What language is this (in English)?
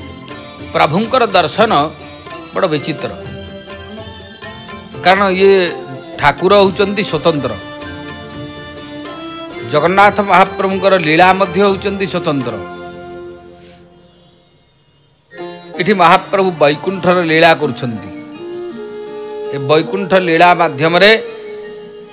Odia